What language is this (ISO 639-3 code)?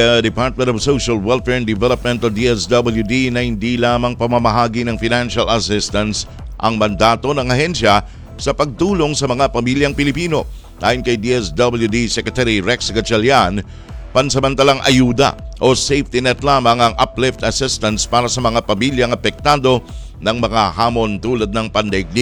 fil